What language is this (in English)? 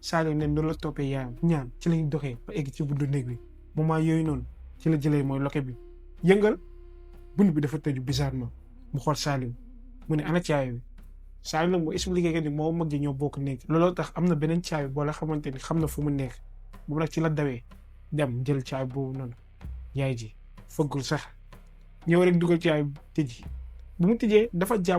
Wolof